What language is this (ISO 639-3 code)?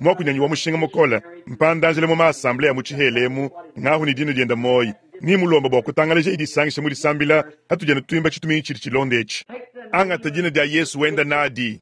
lua